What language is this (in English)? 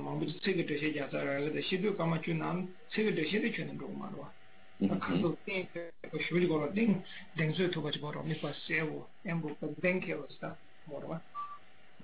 Chinese